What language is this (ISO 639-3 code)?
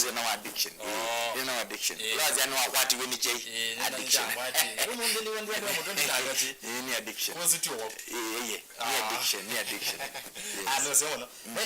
kam